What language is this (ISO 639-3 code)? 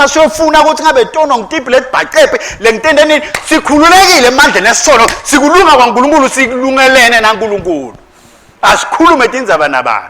ssw